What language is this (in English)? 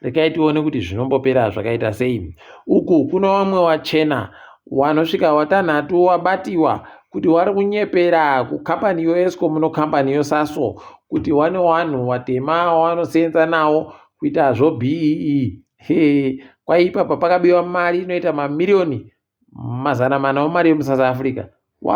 Ndau